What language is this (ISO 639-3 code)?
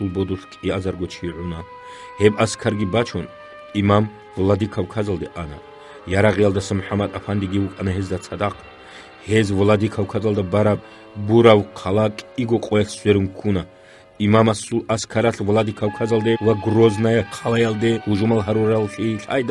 ava